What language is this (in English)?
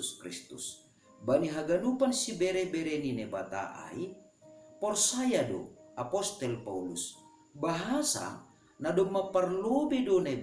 Batak Simalungun